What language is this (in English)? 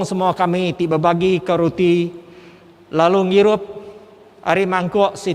Iban